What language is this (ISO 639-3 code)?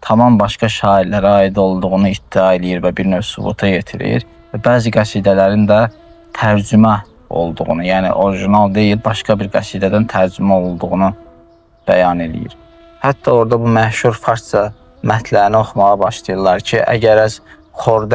aze